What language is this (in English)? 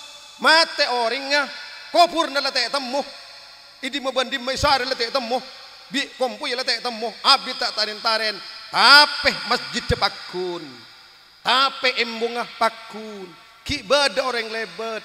Madurese